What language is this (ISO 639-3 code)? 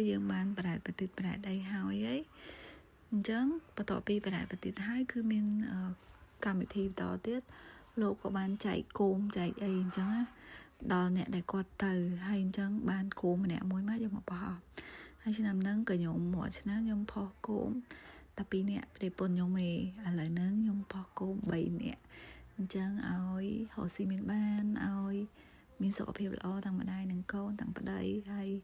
khm